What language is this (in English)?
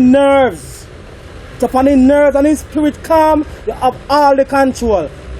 Jamaican Creole English